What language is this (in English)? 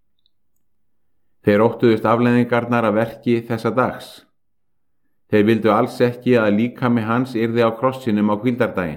Icelandic